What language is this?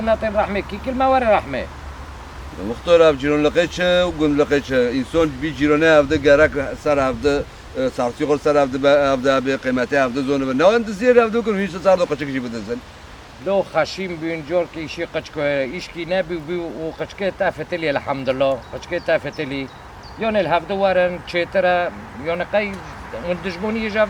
Kurdish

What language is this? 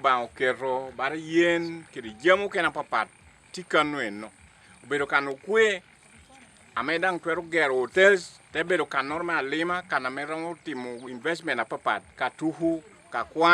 Acoli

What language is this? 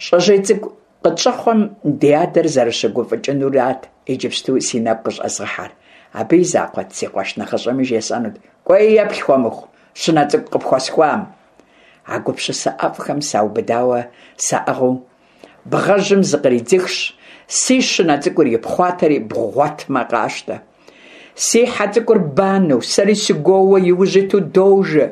Kabardian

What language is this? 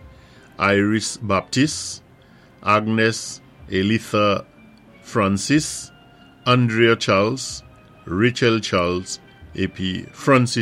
Saint Lucian Creole French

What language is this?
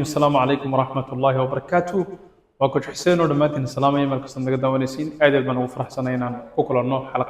Somali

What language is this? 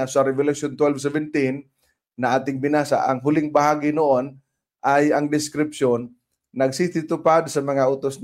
Filipino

